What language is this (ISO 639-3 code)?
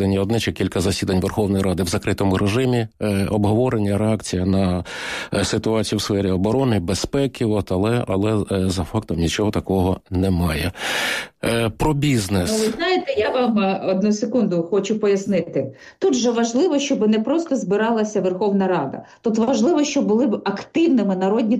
ukr